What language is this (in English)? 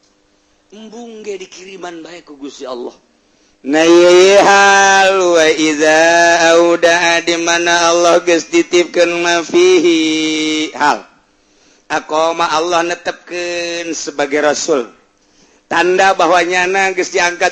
Sundanese